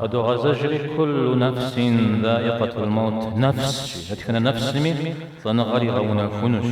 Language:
Kabardian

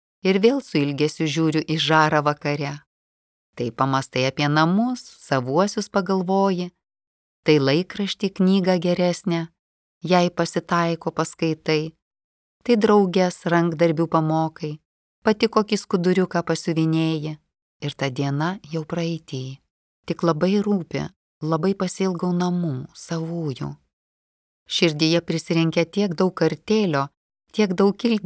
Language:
Lithuanian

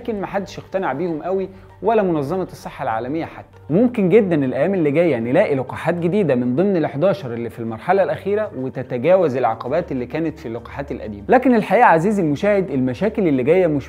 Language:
Egyptian Arabic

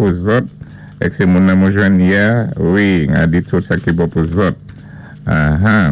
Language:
Saint Lucian Creole French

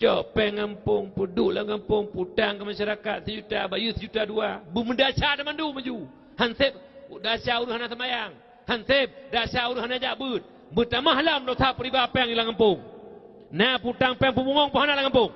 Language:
Achinese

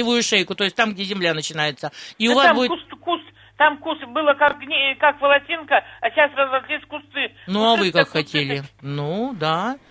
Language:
Russian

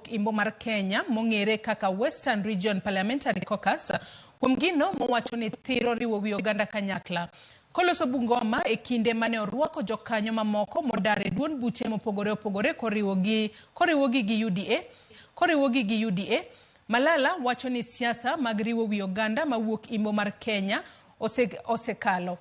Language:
Luo (Kenya and Tanzania)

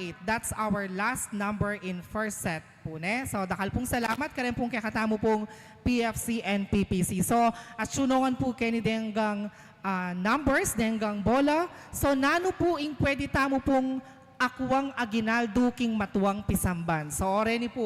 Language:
Pampanga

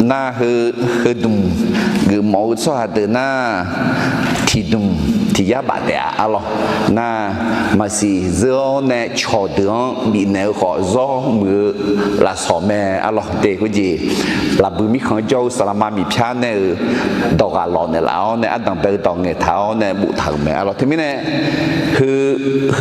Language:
Akha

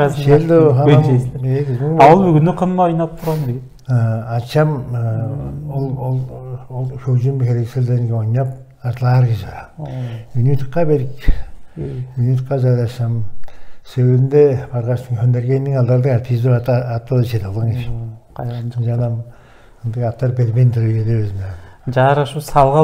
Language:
Tuvinian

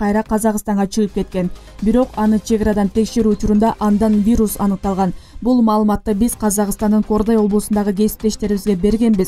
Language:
Kyrgyz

